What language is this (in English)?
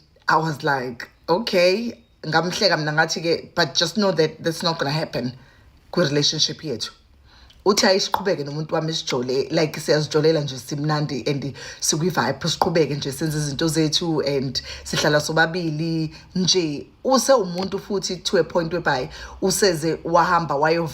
Zulu